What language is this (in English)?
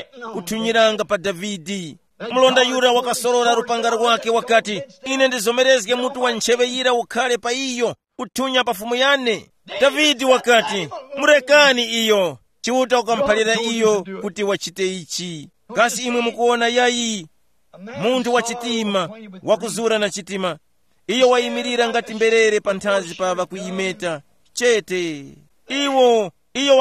Tumbuka